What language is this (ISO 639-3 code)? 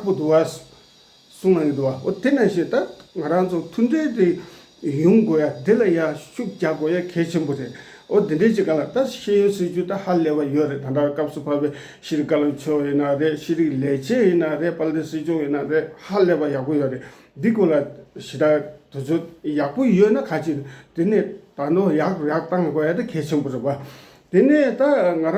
bod